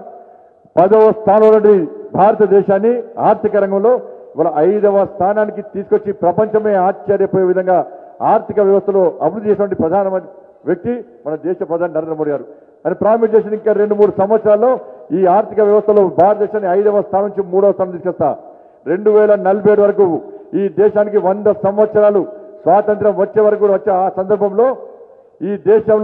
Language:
Telugu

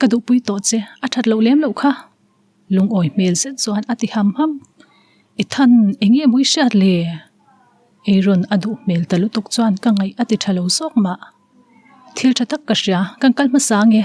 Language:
Mizo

